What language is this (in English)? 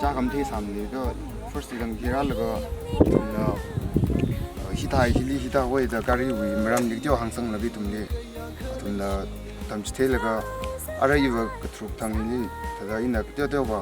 Tangkhul Naga (India)